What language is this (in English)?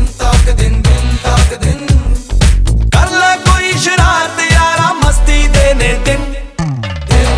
Punjabi